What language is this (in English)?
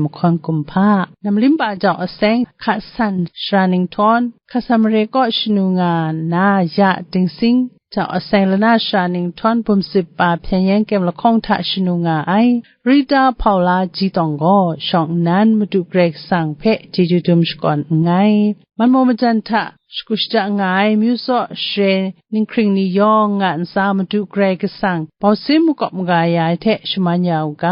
Kachin